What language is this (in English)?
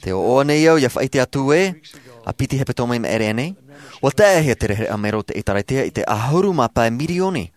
Tahitian